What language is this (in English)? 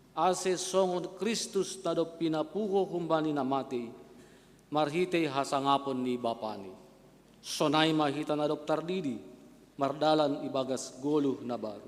Batak Simalungun